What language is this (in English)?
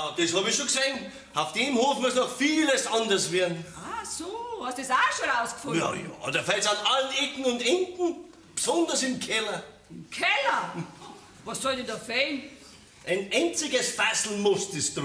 Bavarian